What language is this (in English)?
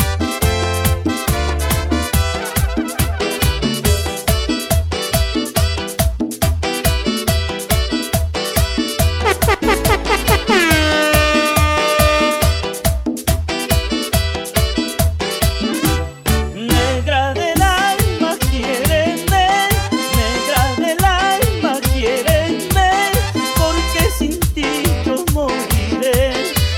Spanish